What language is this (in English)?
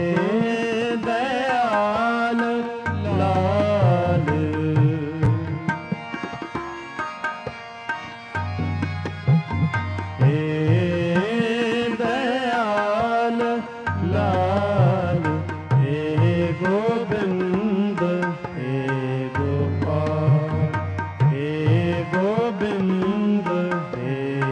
Hindi